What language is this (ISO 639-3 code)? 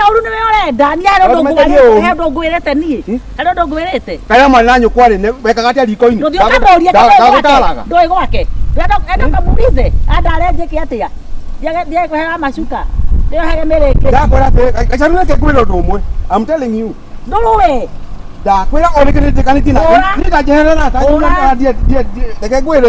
kik